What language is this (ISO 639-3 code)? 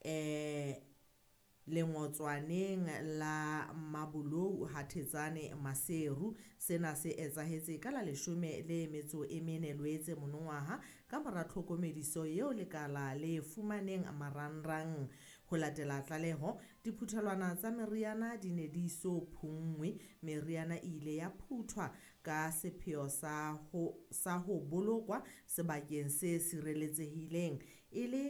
sot